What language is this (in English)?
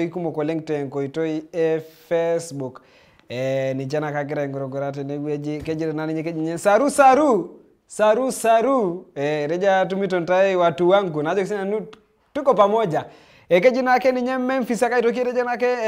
Masai